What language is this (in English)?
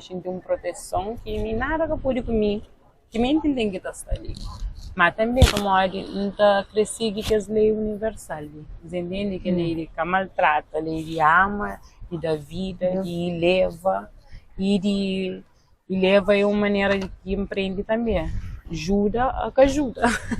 Kabuverdianu